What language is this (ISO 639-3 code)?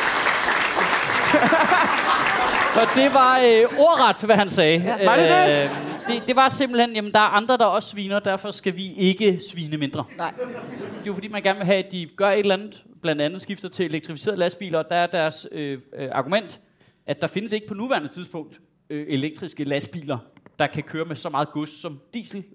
dan